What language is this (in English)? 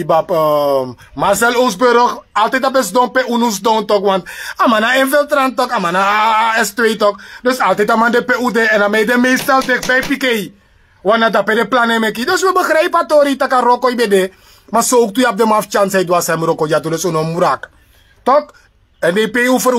Sranan Tongo